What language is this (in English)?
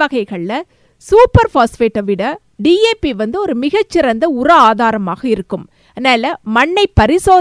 Tamil